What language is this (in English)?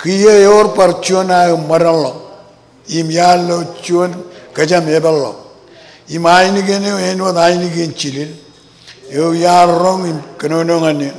Marshallese